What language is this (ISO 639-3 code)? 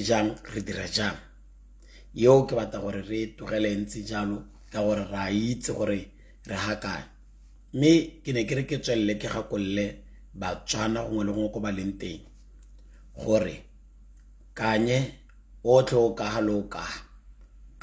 tsn